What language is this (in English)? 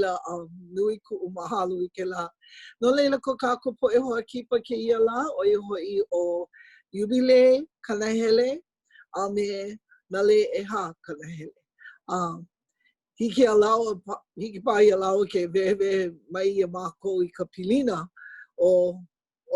Hawaiian